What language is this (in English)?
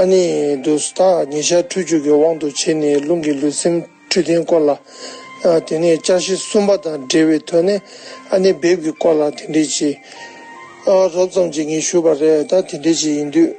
Tibetan